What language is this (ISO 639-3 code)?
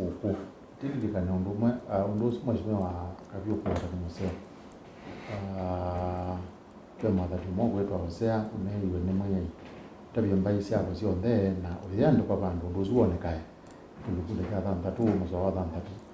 kam